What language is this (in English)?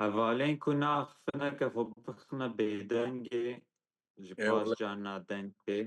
Kurdish